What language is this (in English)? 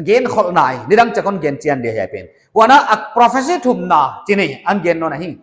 Paite Chin